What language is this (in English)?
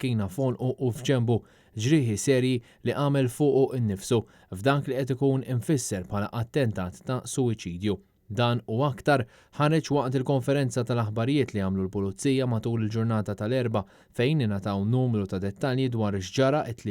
Maltese